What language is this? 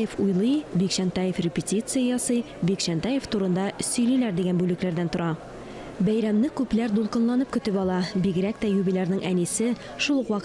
Tatar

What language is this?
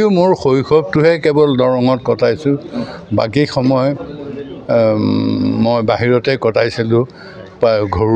Assamese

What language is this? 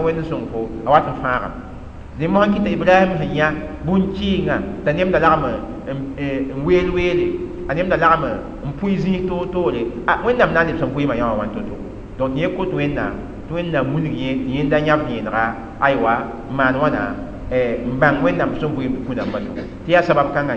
Mossi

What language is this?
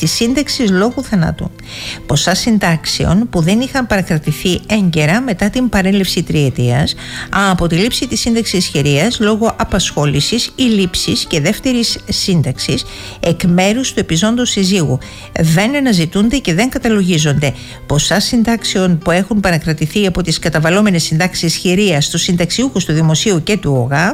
Greek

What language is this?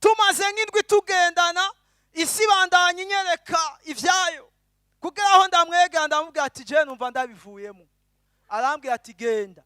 Rundi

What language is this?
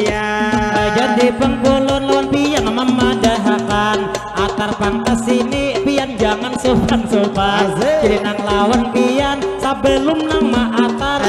Banjar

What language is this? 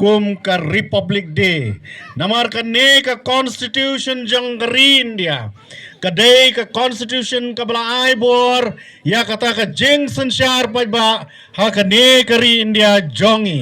Khasi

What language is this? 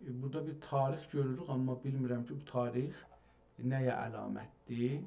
South Azerbaijani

